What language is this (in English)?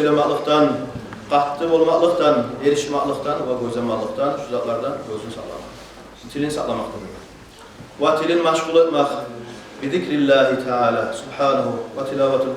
Kumyk